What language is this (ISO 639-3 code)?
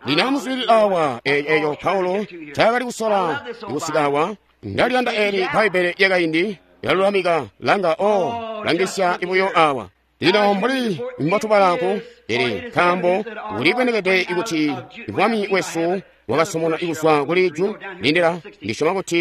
toi